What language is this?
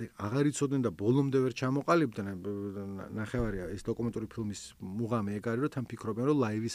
Georgian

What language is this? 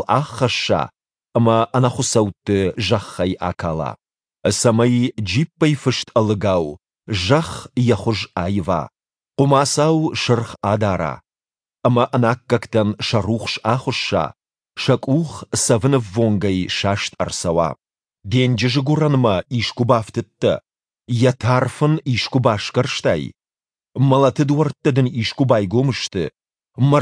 Ossetic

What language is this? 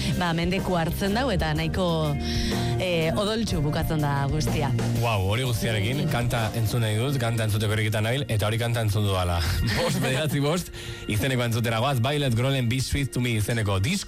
Basque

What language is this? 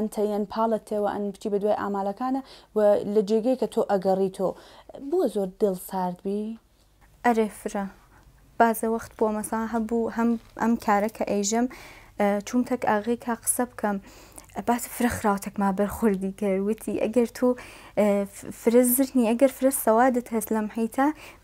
Central Kurdish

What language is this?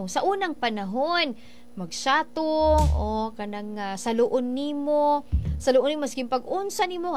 Cebuano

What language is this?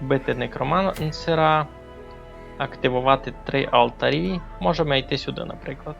Rusyn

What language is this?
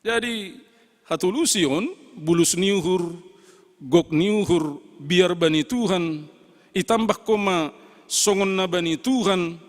Batak Simalungun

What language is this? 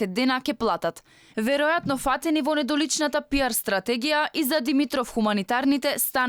Macedonian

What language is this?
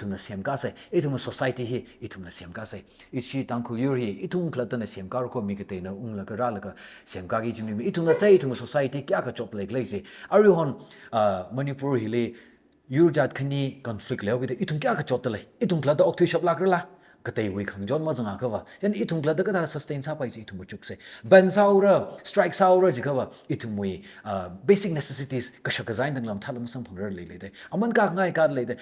Tangkhul Naga (India)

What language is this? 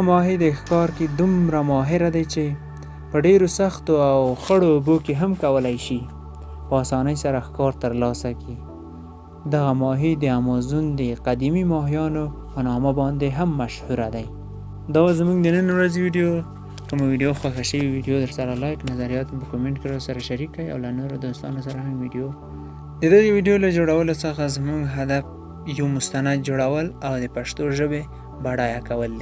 Pashto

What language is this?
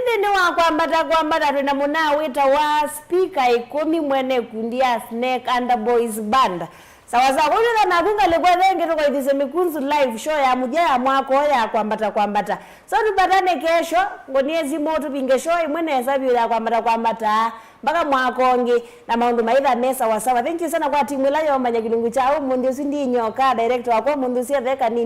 Kamba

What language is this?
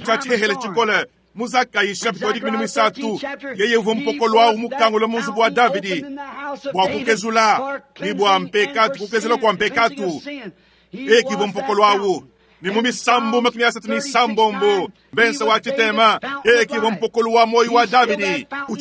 Luba-Lulua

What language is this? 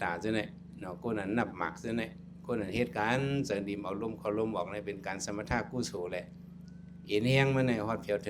Shan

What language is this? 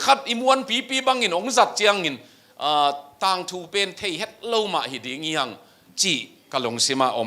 Tedim Chin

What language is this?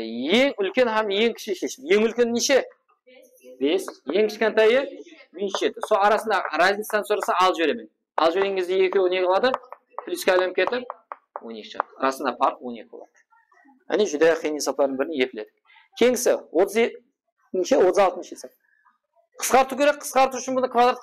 Kara-Kalpak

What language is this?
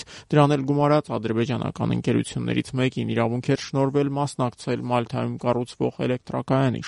Armenian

